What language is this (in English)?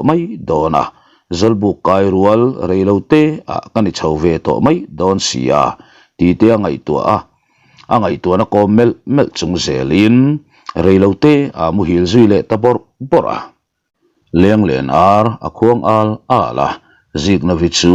Mizo